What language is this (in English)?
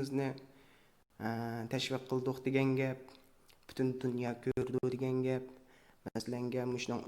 Uyghur